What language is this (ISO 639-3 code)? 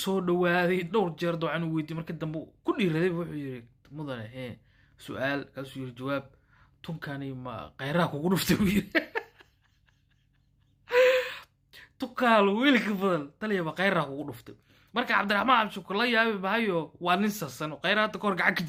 som